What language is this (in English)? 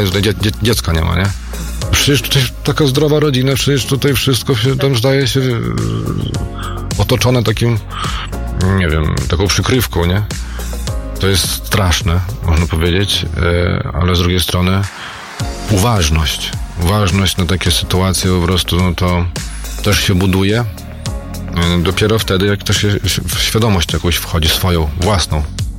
Polish